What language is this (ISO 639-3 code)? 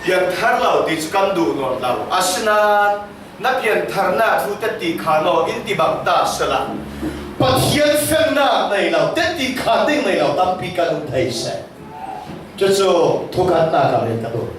cfm